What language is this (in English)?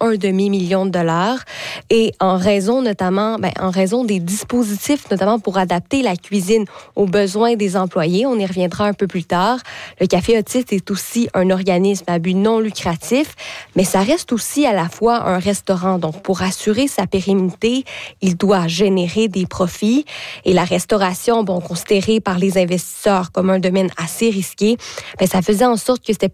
French